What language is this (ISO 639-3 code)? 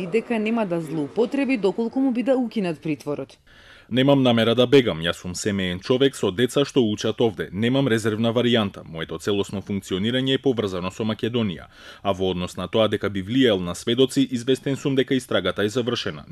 mkd